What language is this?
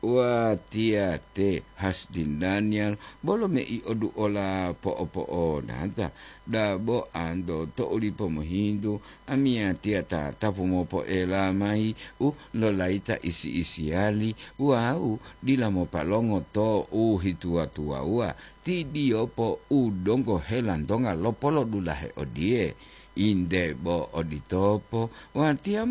Gorontalo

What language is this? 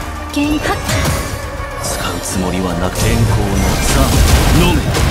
Japanese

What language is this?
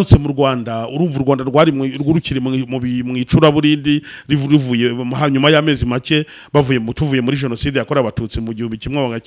Kinyarwanda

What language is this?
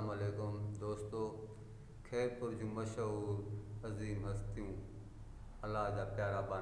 Sindhi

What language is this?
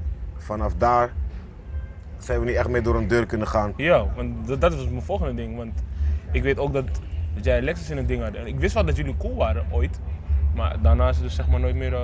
Dutch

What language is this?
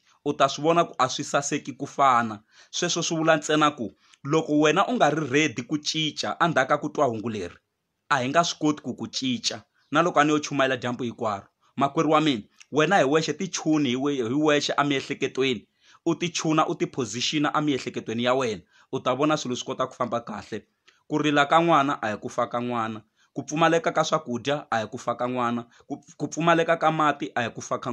Tsonga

